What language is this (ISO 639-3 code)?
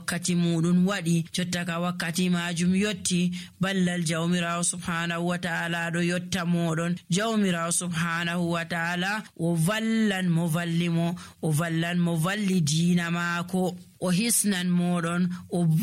fuv